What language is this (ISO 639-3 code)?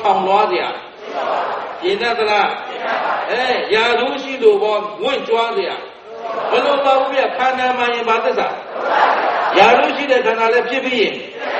mya